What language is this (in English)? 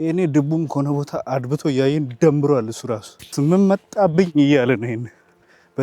Amharic